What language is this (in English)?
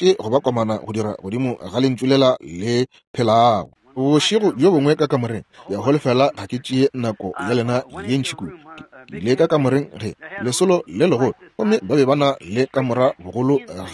Northern Sotho